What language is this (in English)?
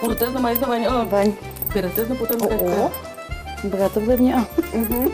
Udmurt